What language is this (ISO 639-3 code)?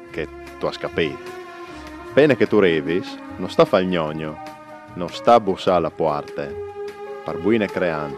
fur